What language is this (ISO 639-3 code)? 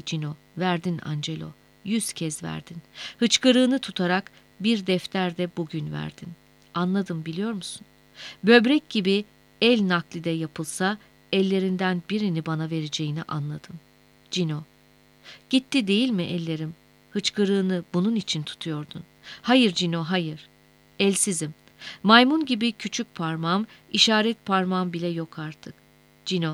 tur